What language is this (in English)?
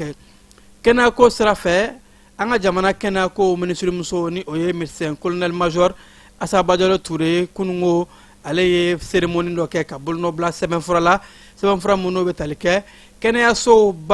Bambara